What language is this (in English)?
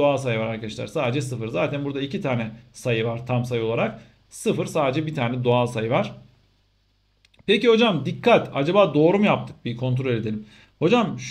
Turkish